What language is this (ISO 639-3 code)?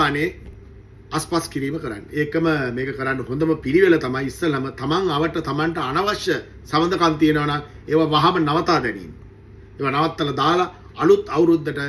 sin